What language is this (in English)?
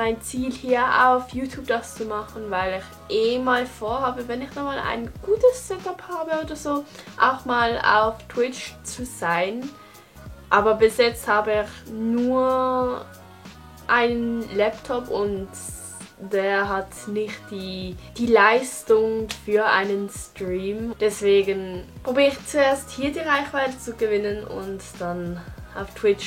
Swiss German